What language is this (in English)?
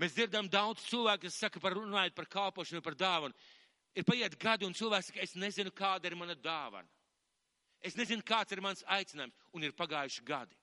Latvian